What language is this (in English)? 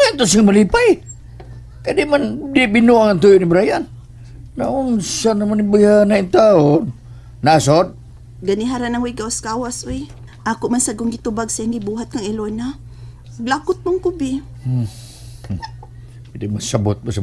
Cebuano